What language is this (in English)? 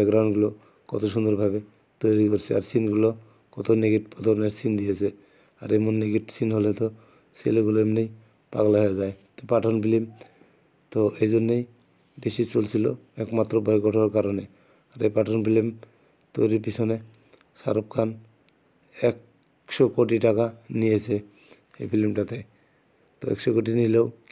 Bangla